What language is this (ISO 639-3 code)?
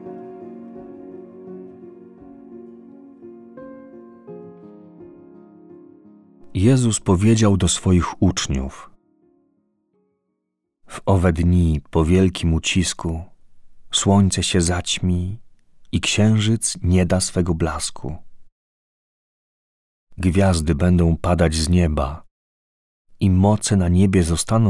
pol